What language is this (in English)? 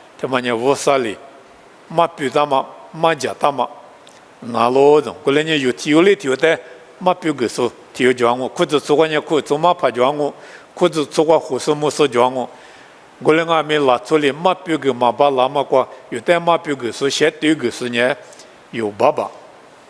Lisu